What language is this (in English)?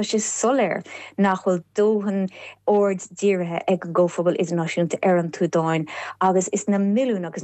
Irish